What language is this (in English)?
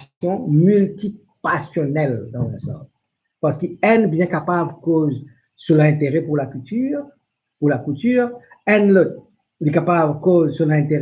Morisyen